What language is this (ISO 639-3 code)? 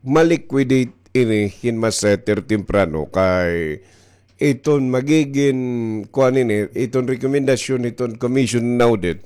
war